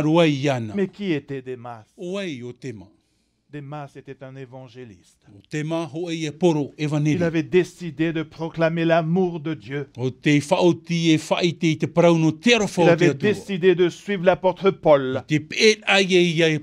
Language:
Tahitian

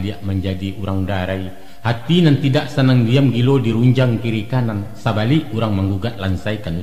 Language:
Minangkabau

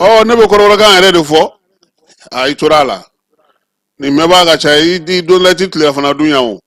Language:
Bambara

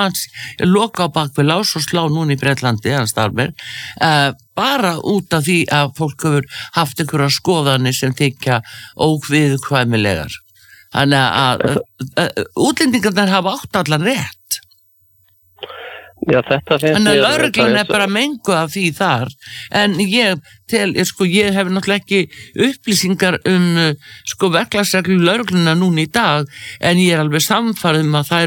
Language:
Icelandic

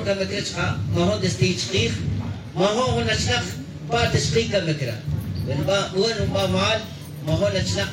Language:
Tz'utujil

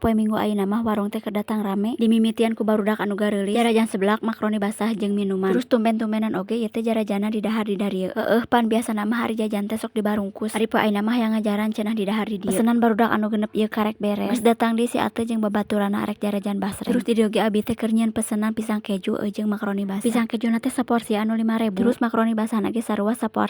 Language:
Sundanese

